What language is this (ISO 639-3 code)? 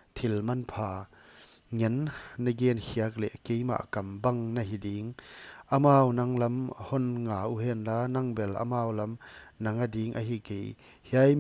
pck